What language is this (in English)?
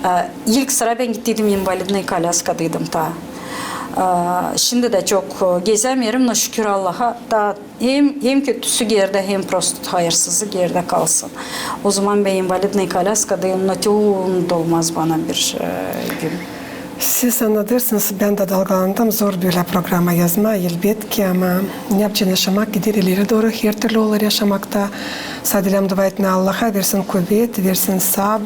Gagauz